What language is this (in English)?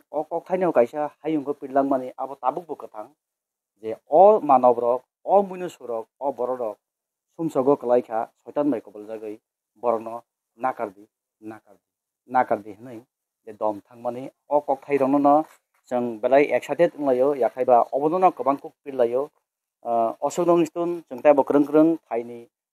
Kok Borok